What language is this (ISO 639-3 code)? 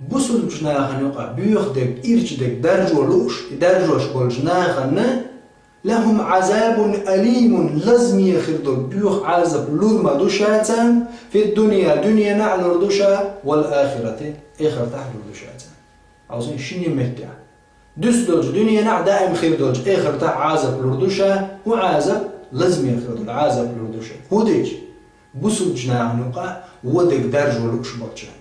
che